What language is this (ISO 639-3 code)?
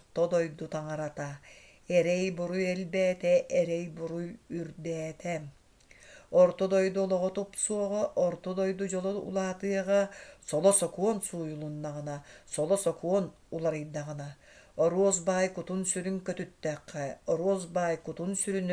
sah